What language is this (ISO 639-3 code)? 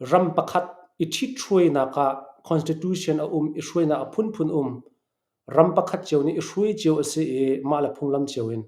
cnh